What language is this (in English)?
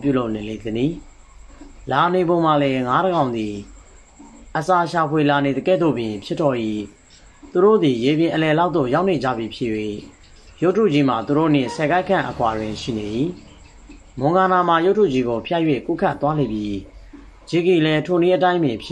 Burmese